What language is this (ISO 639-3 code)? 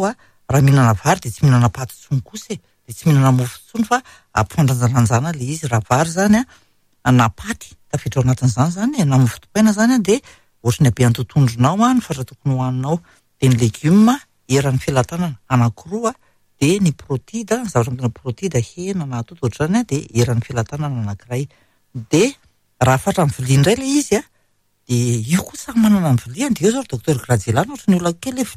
mlg